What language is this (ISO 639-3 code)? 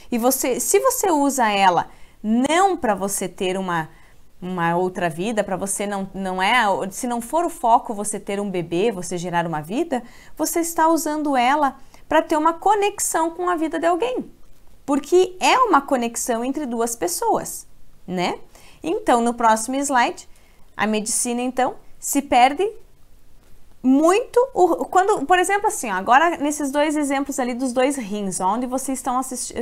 por